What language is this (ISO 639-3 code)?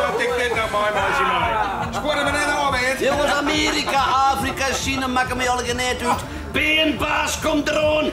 fry